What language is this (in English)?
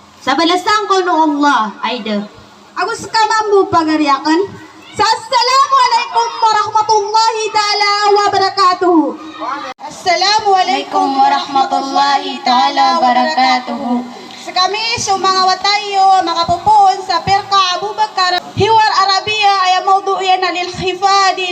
Maranao